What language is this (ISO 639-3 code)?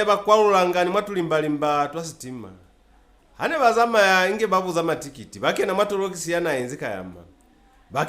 loz